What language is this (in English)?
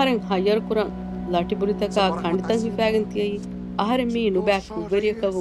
Divehi